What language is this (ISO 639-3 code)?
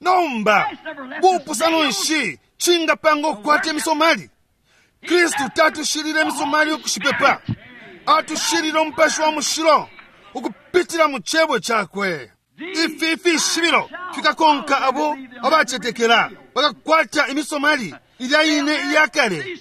bem